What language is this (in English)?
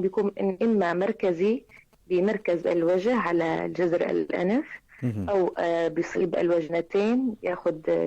North Levantine Arabic